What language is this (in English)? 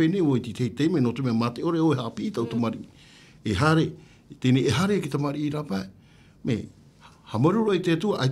Tahitian